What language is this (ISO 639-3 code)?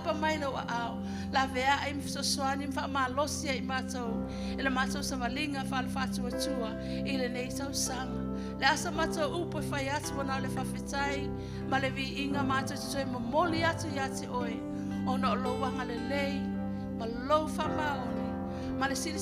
smo